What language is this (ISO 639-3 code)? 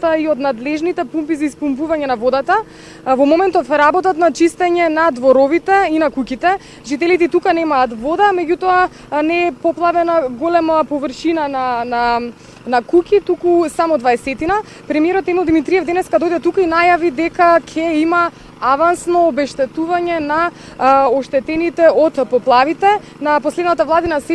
mkd